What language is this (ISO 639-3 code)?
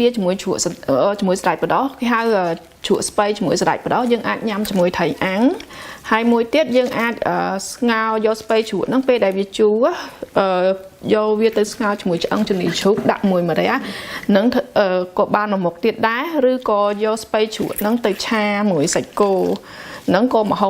khm